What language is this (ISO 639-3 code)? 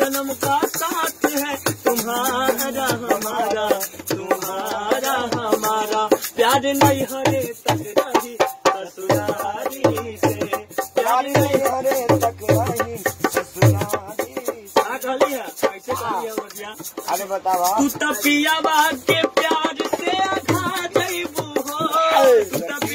bho